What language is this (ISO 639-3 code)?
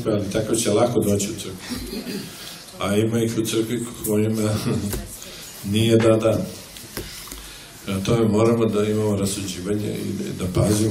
srp